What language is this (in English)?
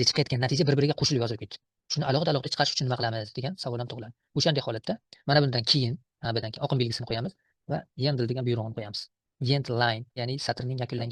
Uzbek